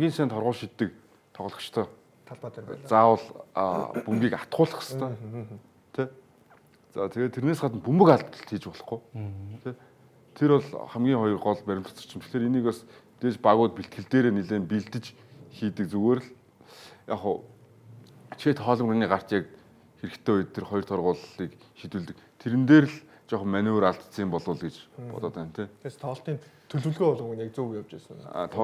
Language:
Mongolian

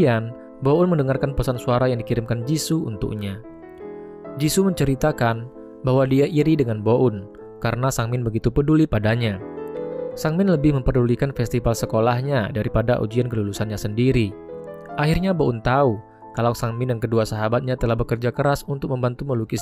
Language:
Indonesian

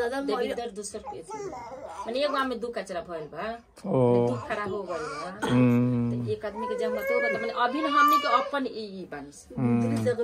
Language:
Bhojpuri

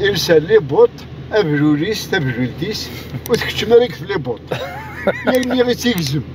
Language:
Kabyle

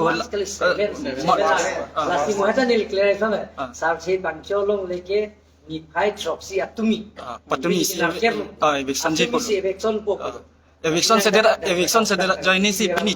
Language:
Karbi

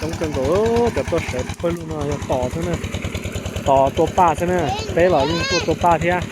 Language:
Hmong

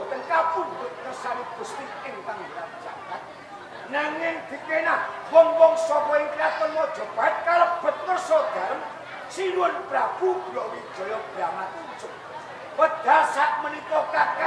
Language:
Javanese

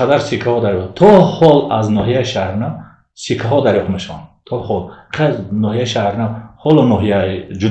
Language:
Tajik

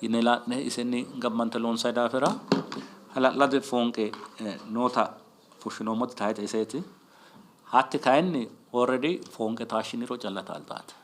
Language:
Sidamo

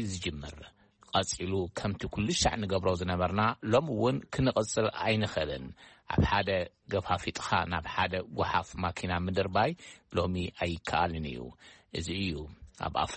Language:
Tigrinya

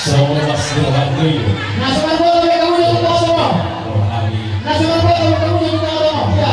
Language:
Batak Toba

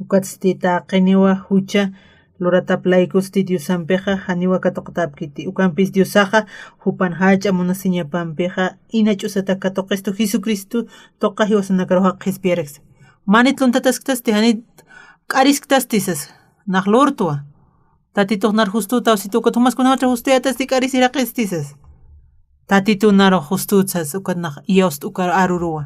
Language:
Aymara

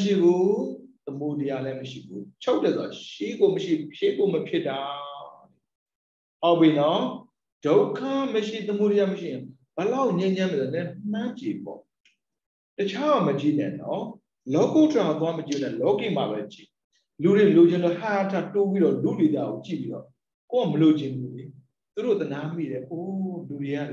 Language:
Burmese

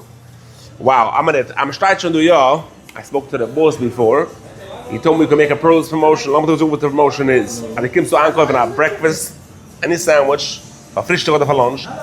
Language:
Yiddish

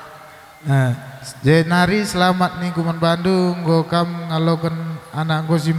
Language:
Batak Karo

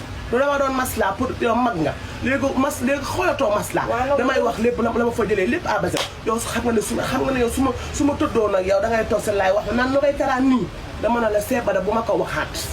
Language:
Wolof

